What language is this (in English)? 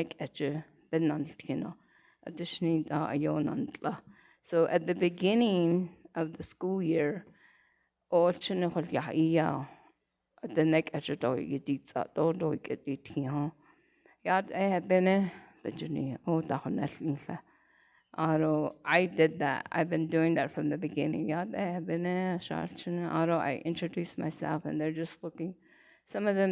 Navajo